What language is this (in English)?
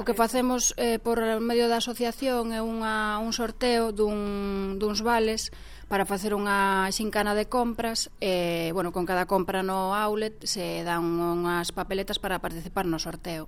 Galician